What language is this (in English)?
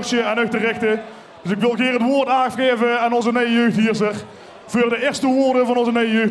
Limburgish